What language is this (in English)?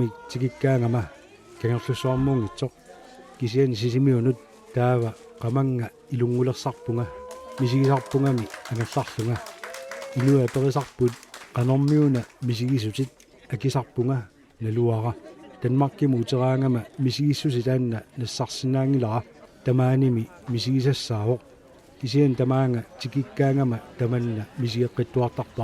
Kalaallisut